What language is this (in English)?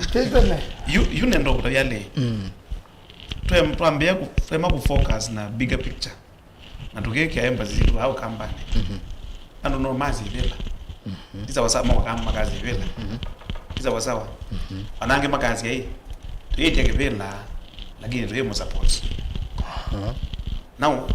Kamba